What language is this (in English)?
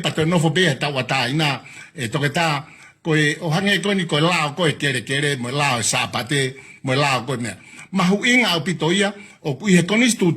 Tongan